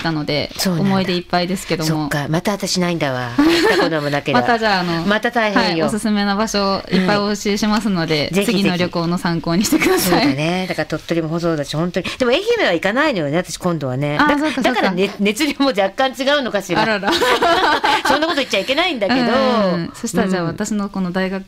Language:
Japanese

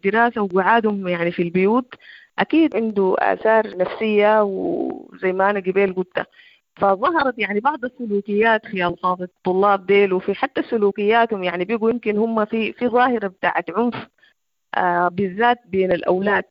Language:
Sudanese Arabic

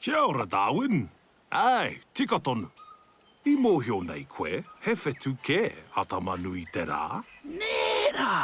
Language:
Māori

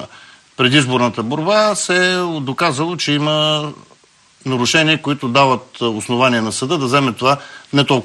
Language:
Bulgarian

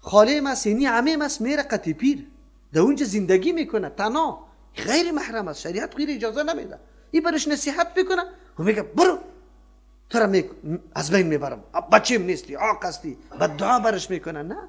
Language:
Persian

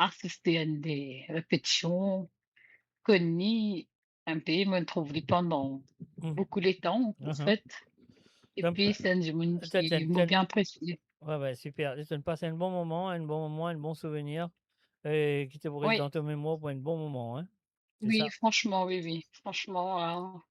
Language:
Morisyen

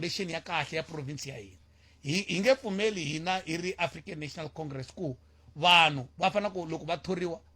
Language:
Tsonga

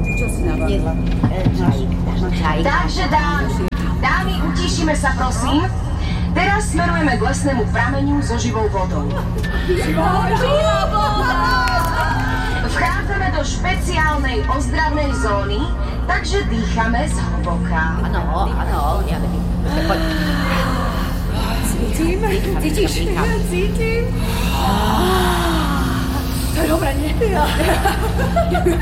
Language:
Slovak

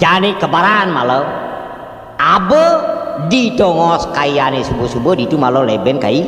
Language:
Balinese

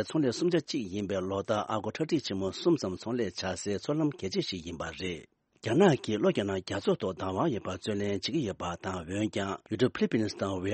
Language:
Tibetan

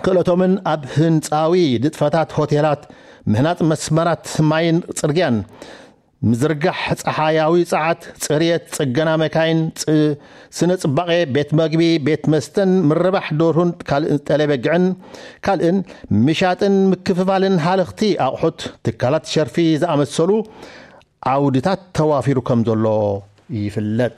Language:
Tigrinya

